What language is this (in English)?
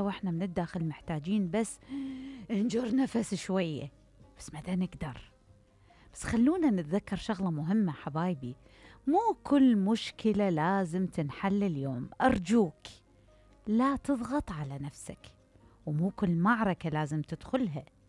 Mesopotamian Arabic